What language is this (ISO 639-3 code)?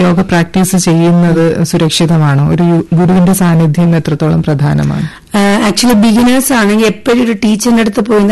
mal